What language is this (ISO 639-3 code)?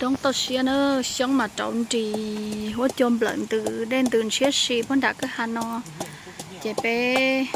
hmn